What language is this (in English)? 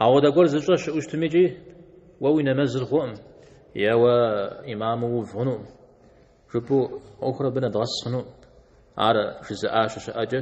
Kabardian